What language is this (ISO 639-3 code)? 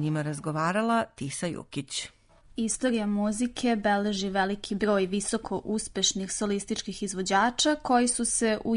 srp